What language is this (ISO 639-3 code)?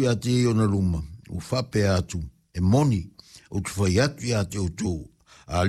smo